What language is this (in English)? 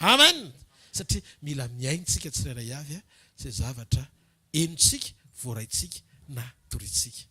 Malagasy